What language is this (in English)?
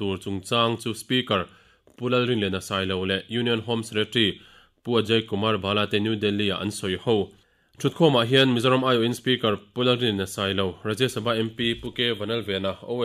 Mizo